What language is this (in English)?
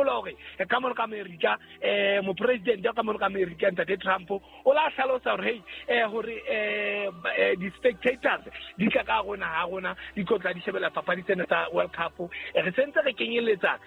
Southern Sotho